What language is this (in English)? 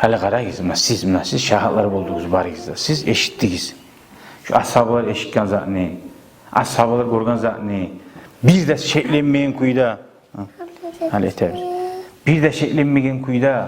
Kumyk